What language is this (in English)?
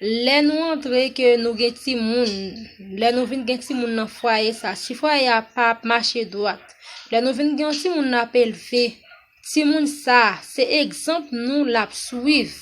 Haitian Creole